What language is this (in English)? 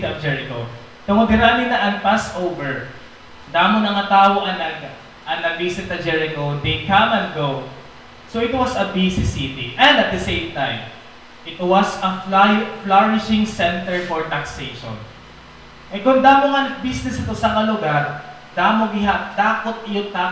Waray